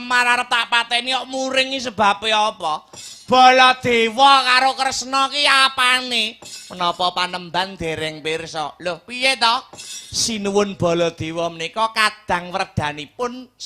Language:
Javanese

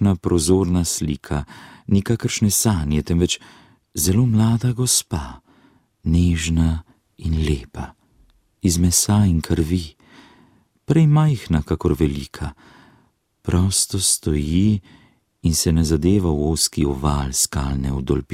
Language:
Slovenian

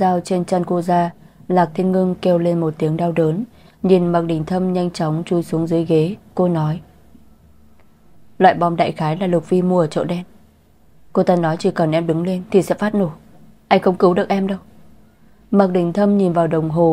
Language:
Vietnamese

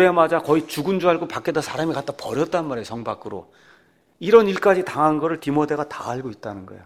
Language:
Korean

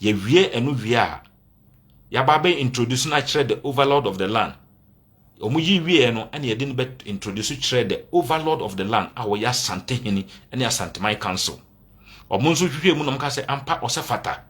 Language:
Akan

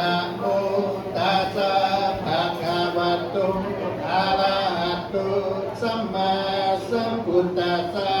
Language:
Pali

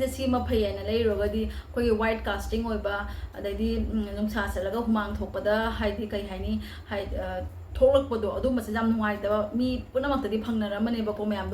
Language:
Manipuri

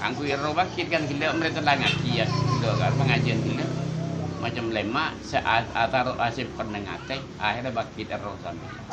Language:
Madurese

